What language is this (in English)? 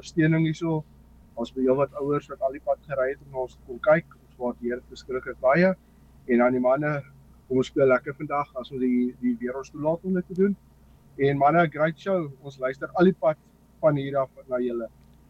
Afrikaans